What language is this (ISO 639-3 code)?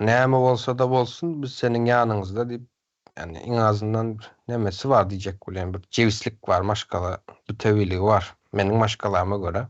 tuk